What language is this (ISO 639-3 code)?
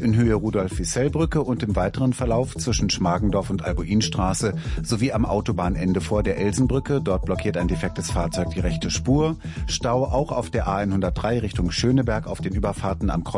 deu